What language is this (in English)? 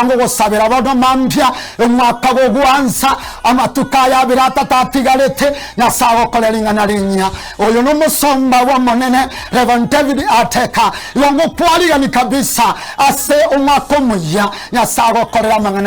Gusii